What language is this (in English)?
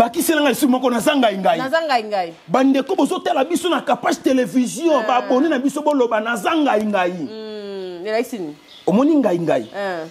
Lingala